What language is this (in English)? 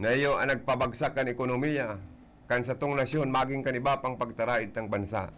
Bikol